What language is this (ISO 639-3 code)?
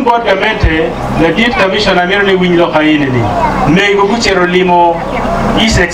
ach